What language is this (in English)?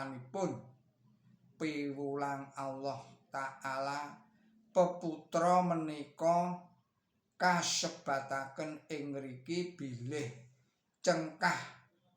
Javanese